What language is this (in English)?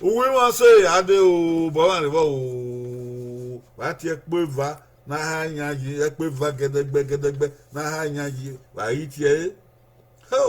Bini